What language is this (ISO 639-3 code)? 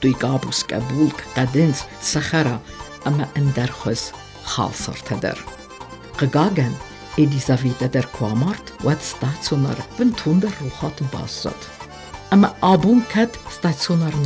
oss